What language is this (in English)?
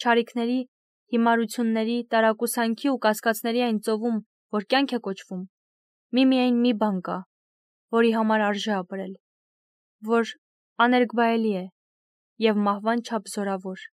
Armenian